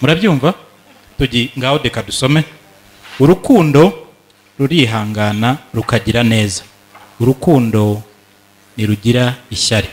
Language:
Kinyarwanda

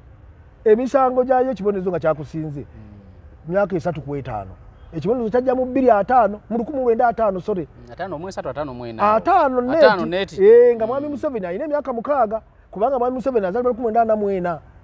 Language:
Ganda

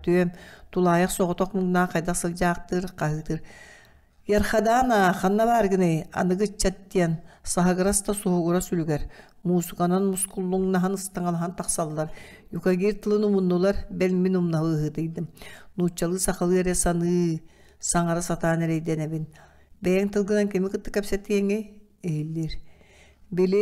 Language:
Yakut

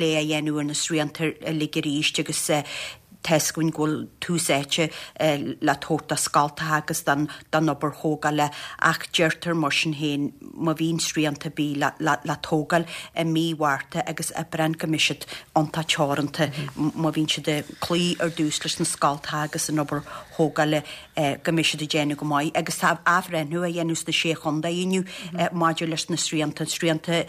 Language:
Irish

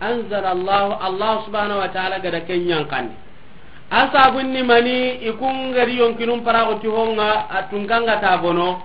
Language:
Soninke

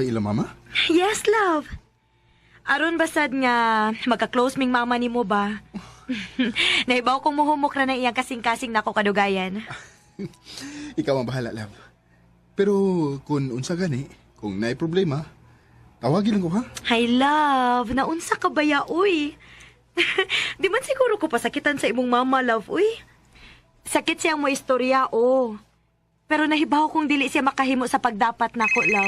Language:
Cebuano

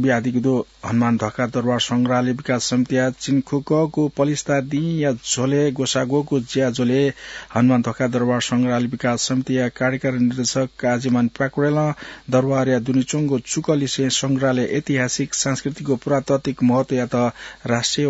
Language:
Newari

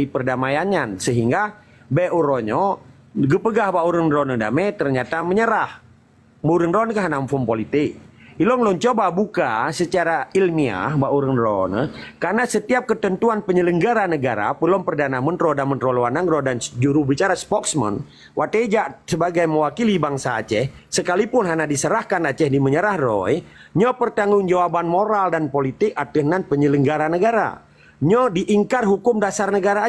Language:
Achinese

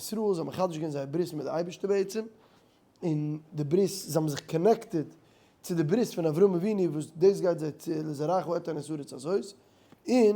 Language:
Yiddish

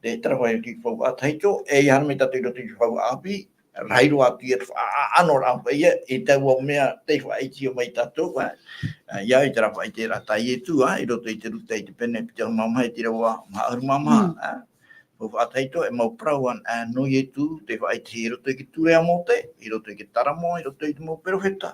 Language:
Tahitian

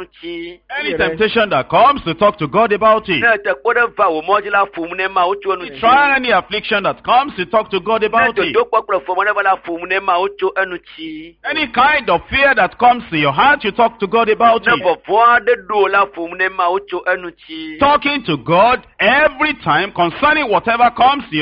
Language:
Ewe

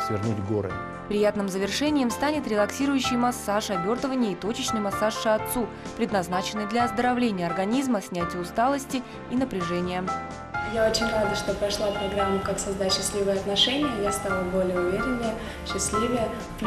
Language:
Russian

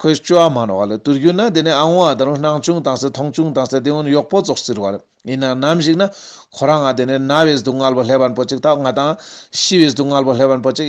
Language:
Ladakhi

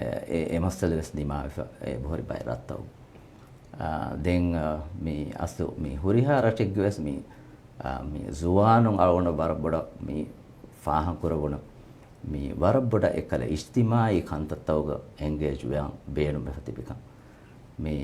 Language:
Divehi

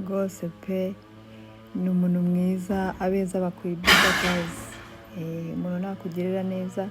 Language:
Kinyarwanda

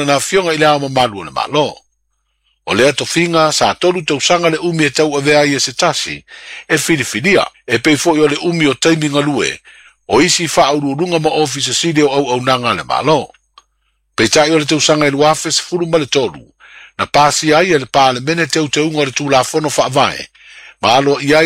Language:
Samoan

